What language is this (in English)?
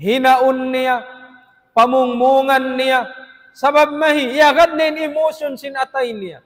Tausug